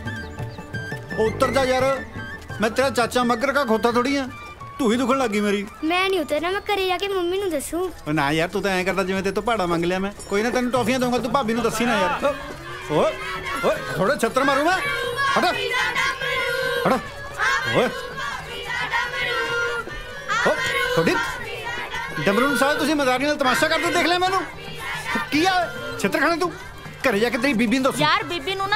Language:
Punjabi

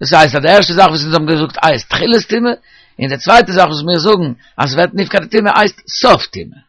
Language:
Yiddish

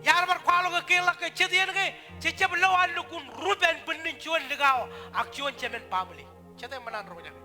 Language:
Marshallese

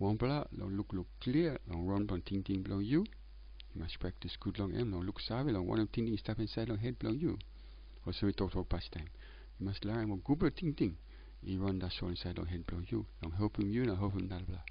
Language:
Tok Pisin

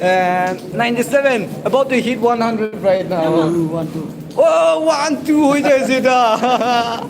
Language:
Naga Pidgin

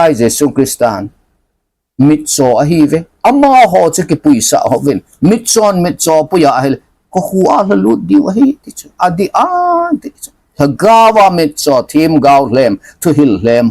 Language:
Thado Chin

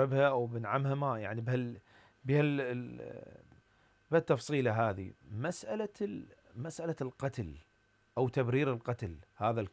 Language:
Mesopotamian Arabic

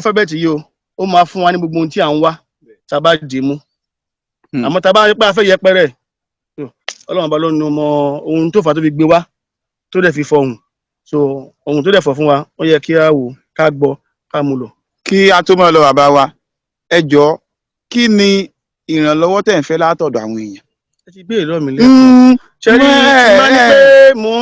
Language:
Yoruba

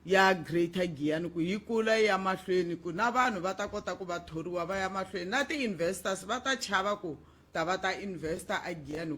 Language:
Tsonga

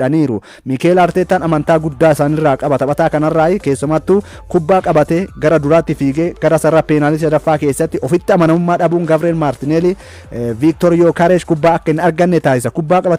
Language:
Oromo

